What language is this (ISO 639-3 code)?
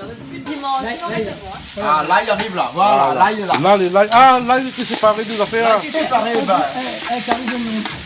rcf